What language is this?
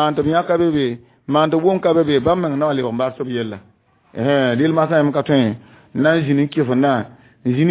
Mossi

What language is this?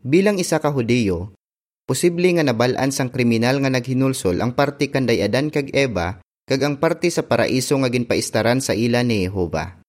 Hiligaynon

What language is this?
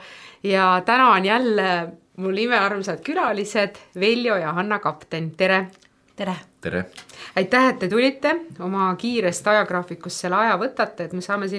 Estonian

